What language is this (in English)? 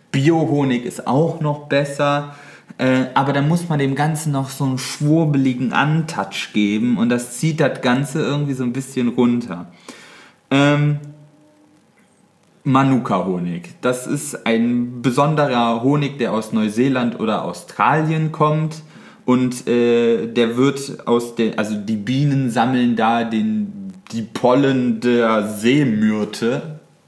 German